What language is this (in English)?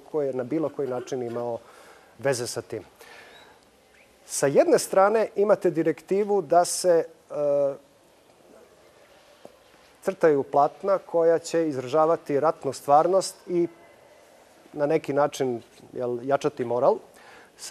Serbian